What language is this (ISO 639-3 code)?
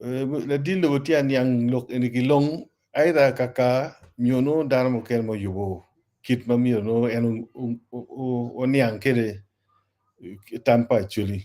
ach